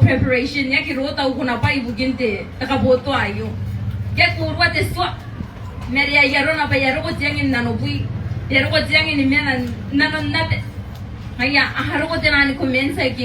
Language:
Gilbertese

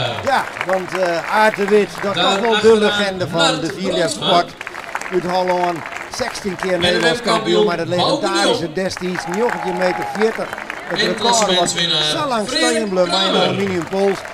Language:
Western Frisian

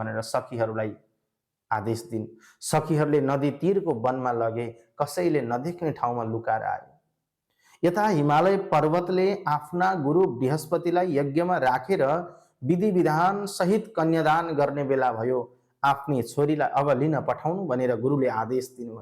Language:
Nepali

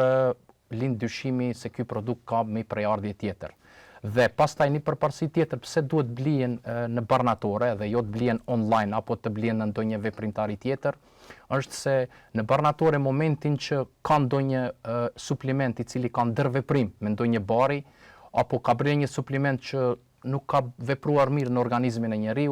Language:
Albanian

